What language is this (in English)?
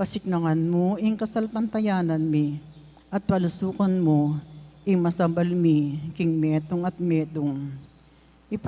Pampanga